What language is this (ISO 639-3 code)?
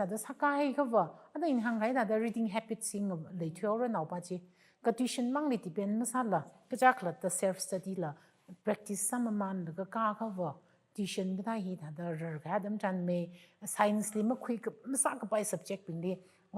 nmf